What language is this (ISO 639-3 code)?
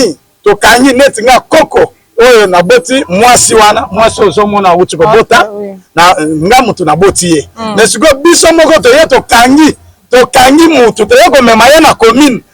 lin